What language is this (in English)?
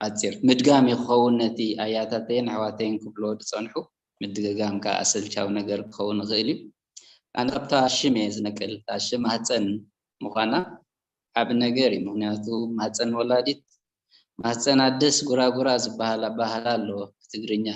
Tigrinya